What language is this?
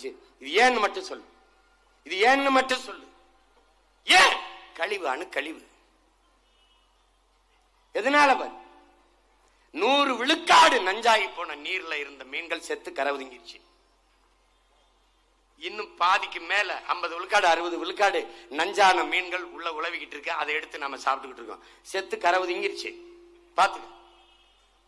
Tamil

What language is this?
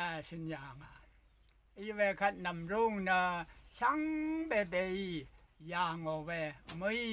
Rawang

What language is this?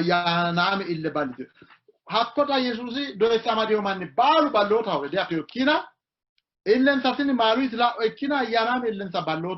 Sidamo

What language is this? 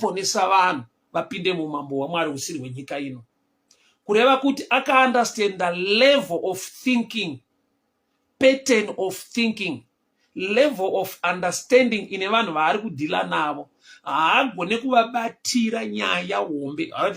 Shona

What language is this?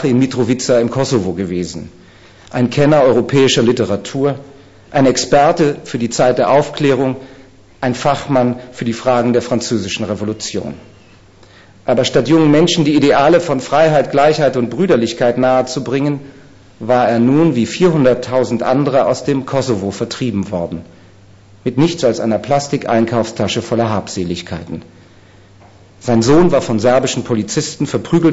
German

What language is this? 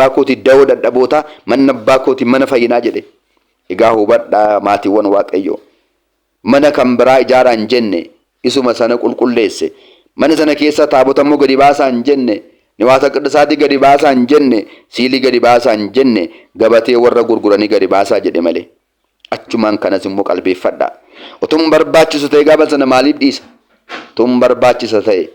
Oromo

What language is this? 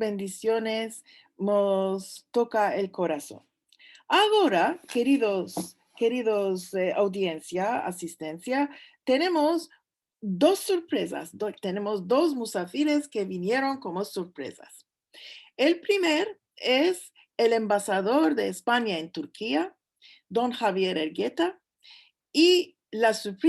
Ladino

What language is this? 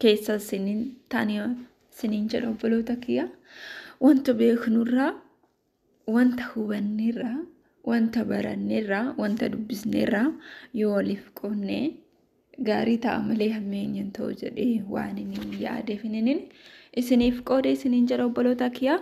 Oromo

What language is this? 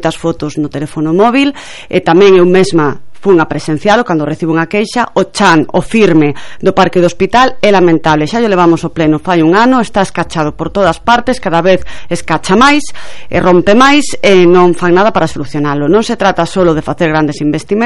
Galician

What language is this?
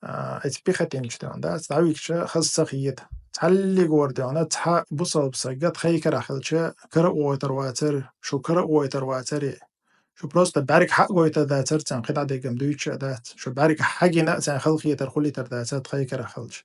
Chechen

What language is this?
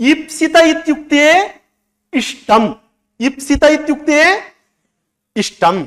Sanskrit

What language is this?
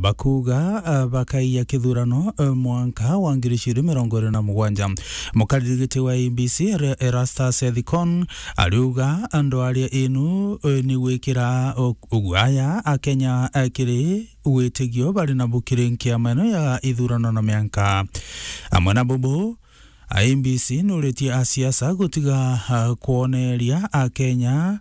Meru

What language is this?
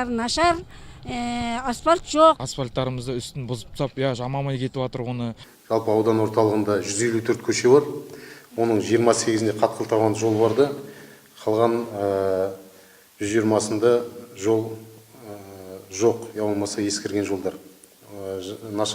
Kazakh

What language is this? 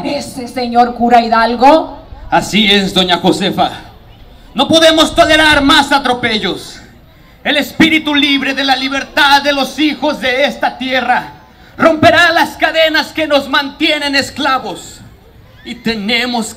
Spanish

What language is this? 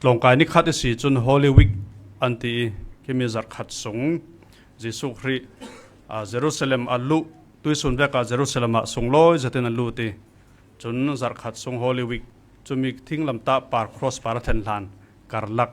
Falam Chin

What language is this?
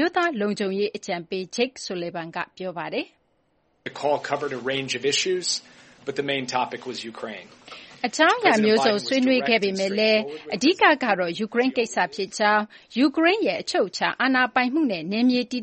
Burmese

